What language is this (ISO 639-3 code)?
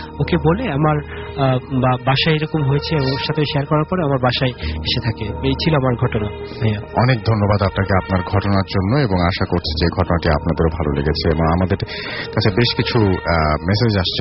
ben